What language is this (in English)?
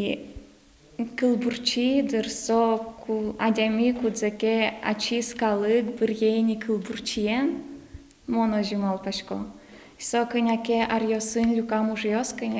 Udmurt